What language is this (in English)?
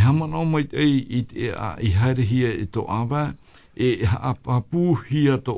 Tahitian